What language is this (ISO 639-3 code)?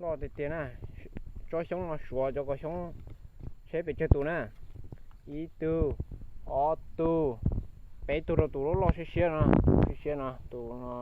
hmn